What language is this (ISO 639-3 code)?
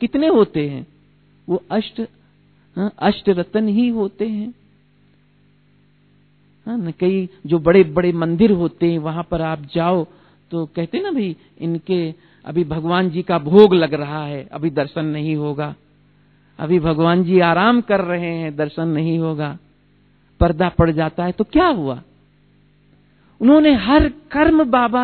hin